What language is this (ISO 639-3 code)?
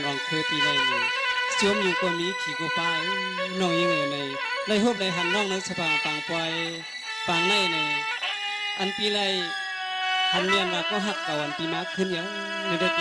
shn